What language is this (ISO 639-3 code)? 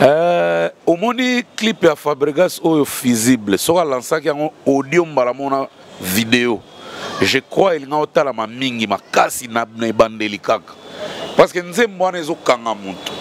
lin